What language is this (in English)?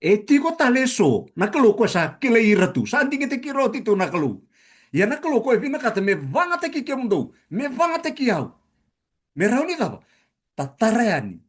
Fijian